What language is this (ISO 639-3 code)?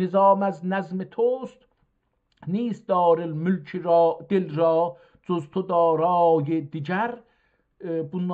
azb